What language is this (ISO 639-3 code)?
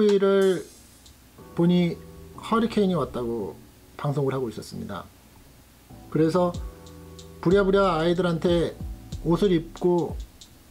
kor